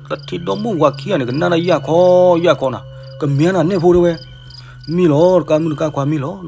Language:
S'gaw Karen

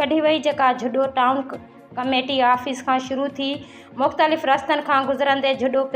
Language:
Sindhi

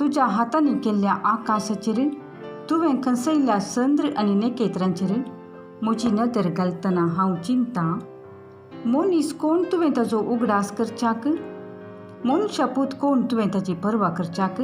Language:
Konkani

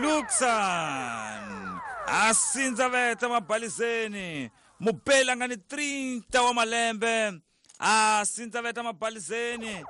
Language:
Tsonga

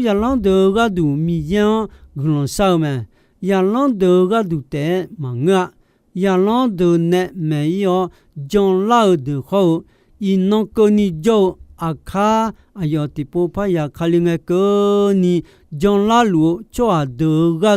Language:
Akha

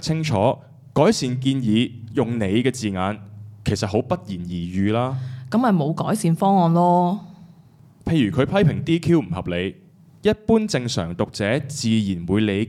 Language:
Cantonese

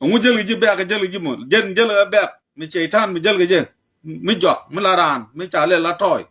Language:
Nuer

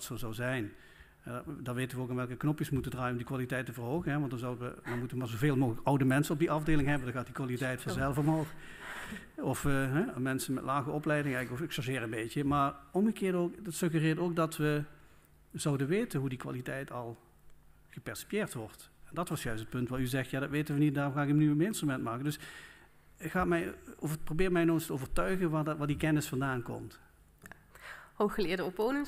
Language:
Dutch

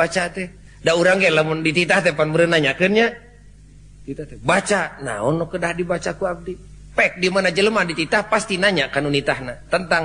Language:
Sundanese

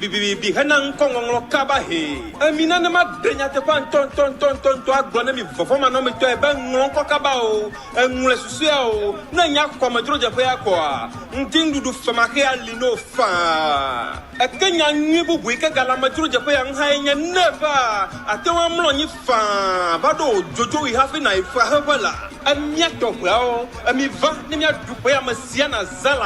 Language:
Ewe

